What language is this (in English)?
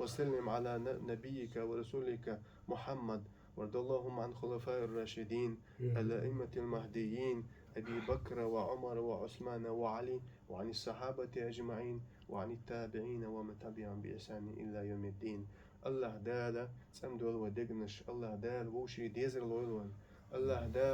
Chechen